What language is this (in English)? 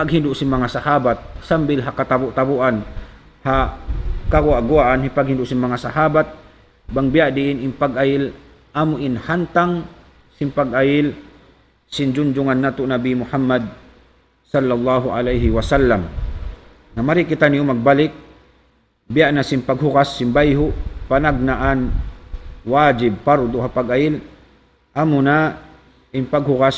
Tausug